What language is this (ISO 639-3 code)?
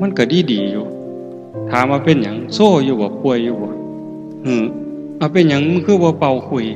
tts